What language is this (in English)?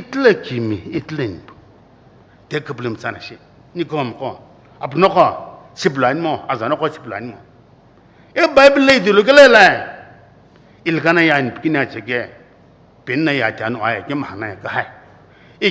Sumi Naga